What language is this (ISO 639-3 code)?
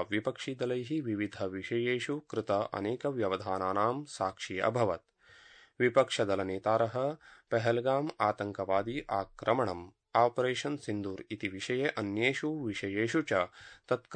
san